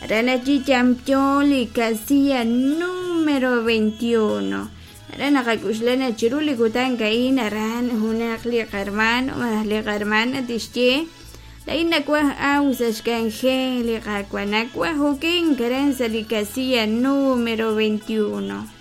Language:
Kekchí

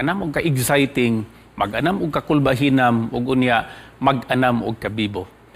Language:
Cebuano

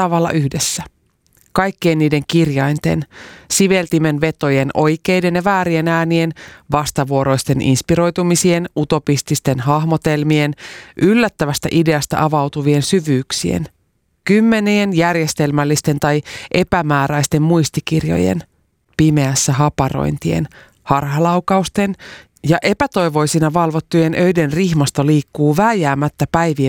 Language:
Finnish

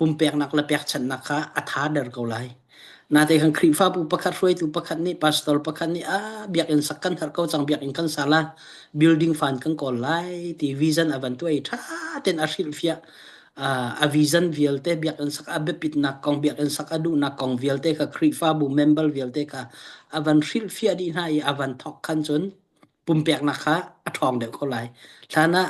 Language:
Hakha Chin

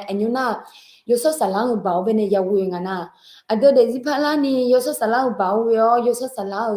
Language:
Akha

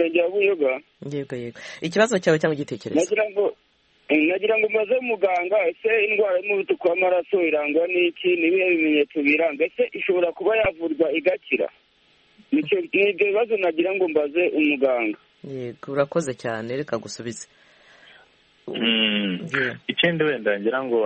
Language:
Kinyarwanda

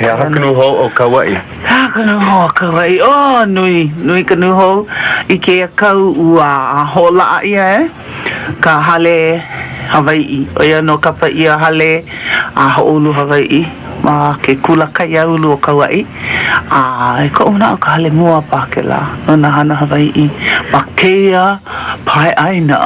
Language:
Hawaiian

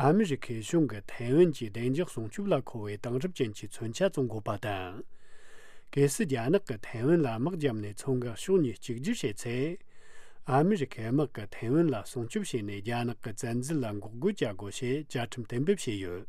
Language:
Tibetan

